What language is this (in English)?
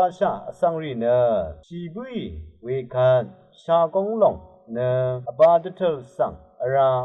Rawang